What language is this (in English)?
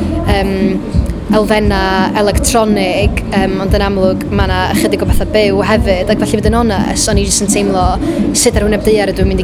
Welsh